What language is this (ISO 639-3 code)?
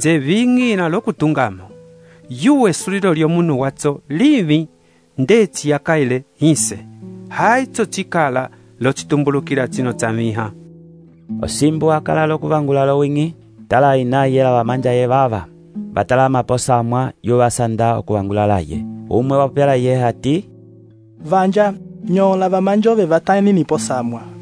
umb